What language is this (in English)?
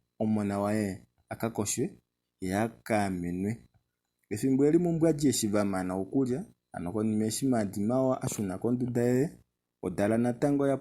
Kuanyama